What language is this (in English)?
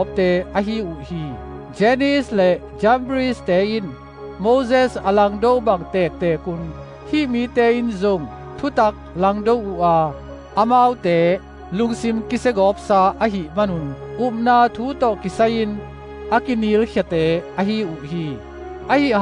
Tedim Chin